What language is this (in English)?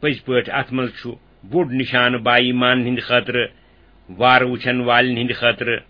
Kashmiri